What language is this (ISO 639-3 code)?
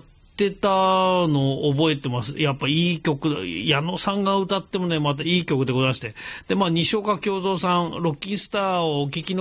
jpn